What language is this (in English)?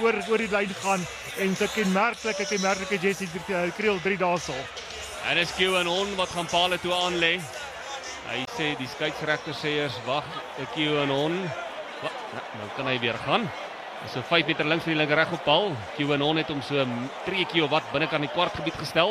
Afrikaans